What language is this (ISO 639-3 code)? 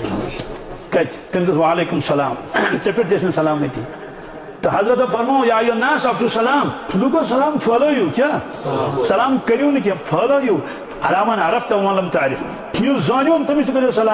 kas